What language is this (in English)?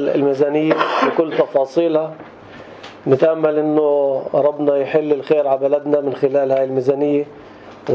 North Levantine Arabic